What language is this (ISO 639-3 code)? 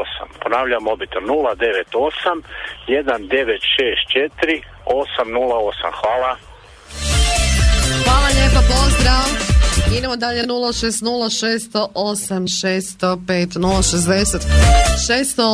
hrv